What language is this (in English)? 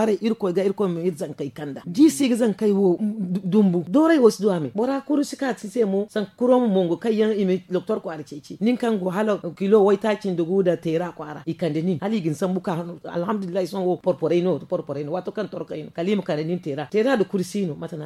Zarma